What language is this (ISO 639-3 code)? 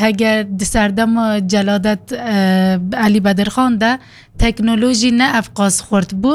kur